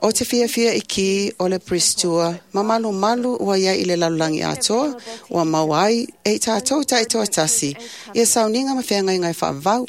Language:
Samoan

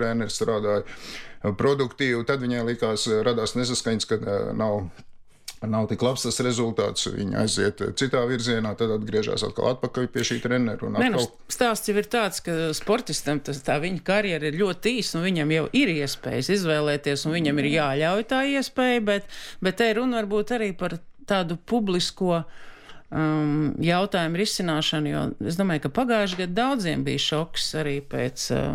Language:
Latvian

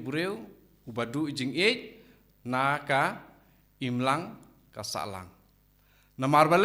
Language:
Khasi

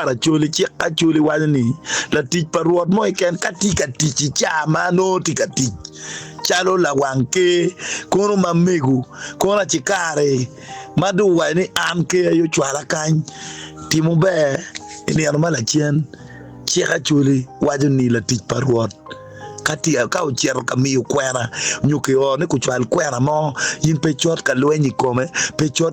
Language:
Acoli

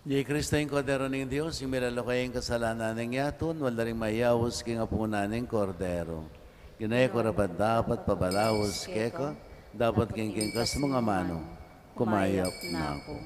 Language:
Pampanga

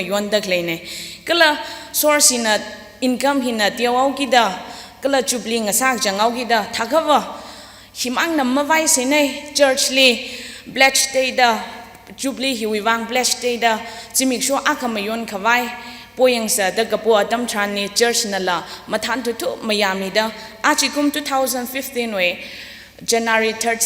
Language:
Tangkhul Naga (India)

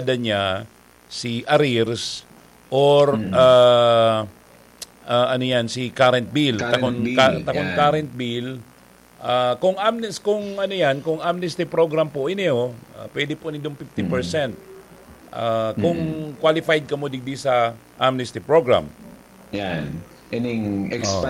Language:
Bikol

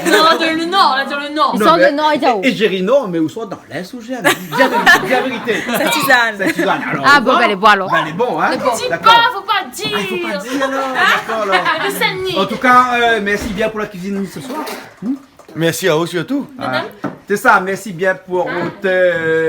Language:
Réunion Creole French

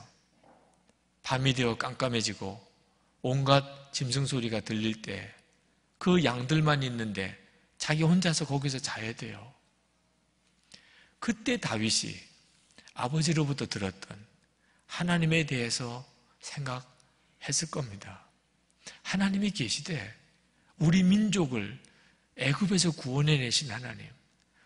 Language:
Korean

